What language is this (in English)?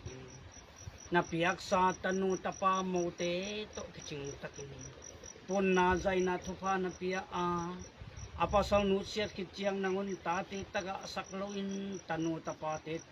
Tedim Chin